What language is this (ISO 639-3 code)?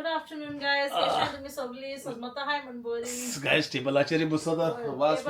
kok